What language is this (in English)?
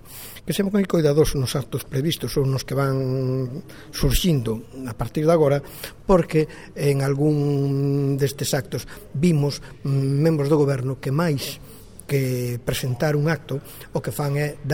Galician